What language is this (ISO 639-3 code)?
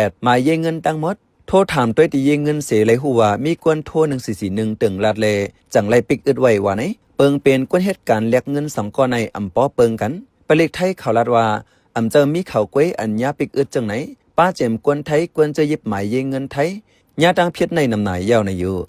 shn